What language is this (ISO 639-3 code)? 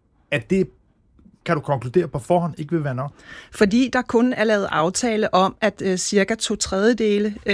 dan